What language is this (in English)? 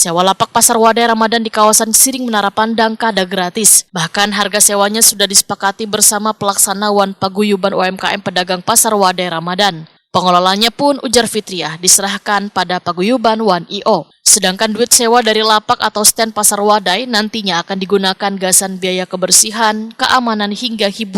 Banjar